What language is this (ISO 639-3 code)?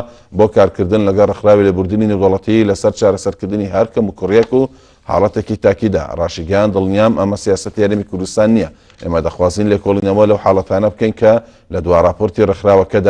ckb